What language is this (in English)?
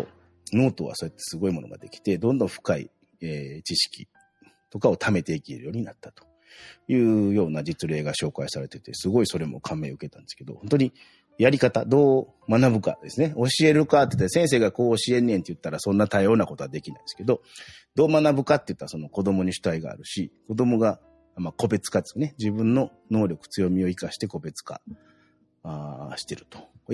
Japanese